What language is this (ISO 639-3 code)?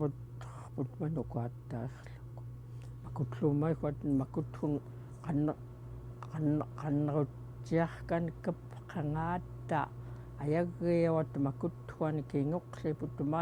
esu